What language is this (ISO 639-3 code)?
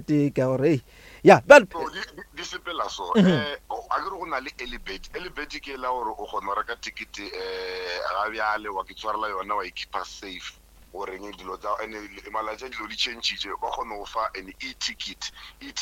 nso